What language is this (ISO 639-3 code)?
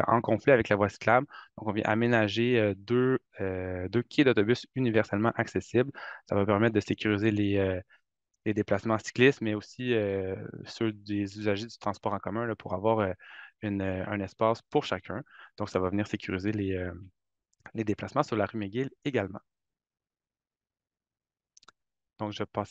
fra